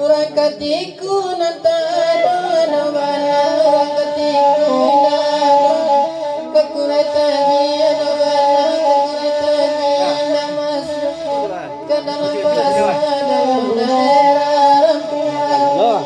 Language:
Minangkabau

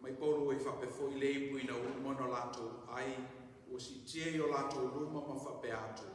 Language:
Samoan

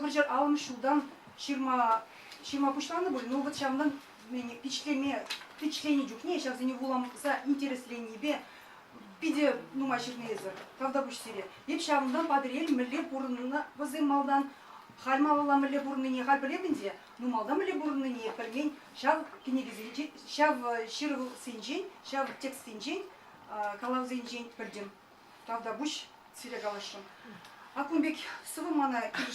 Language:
Chuvash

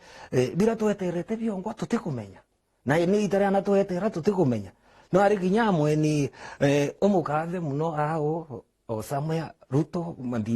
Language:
Meru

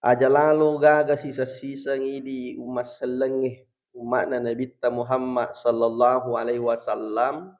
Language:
Buginese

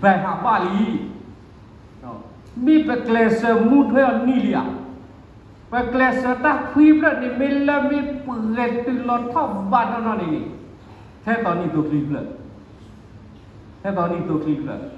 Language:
S'gaw Karen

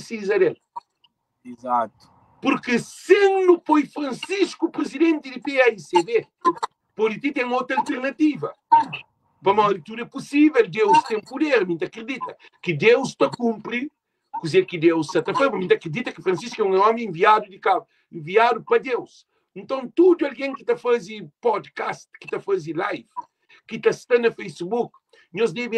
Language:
Kabuverdianu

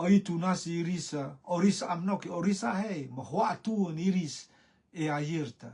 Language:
Rotuman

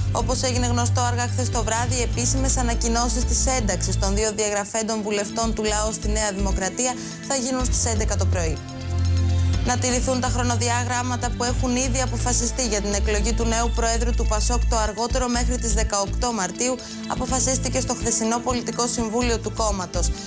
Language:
Greek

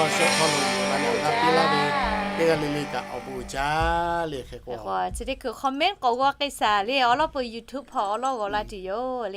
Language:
Lahu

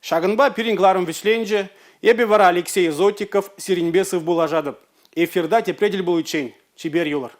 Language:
Chuvash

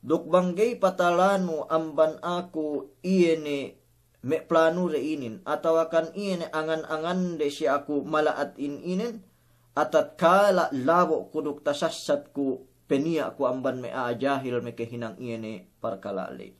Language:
Yakan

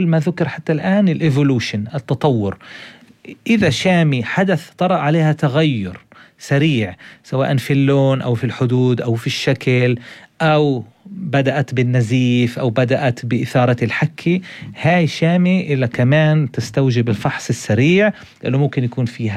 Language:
North Levantine Arabic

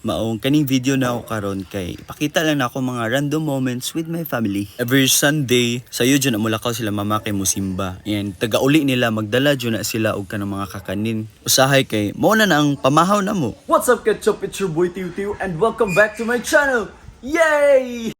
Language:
Cebuano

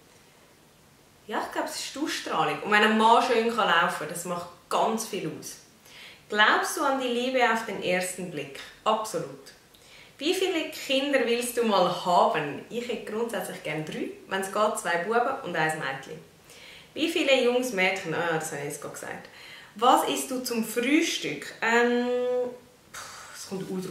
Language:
German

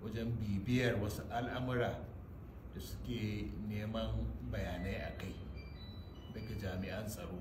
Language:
Hausa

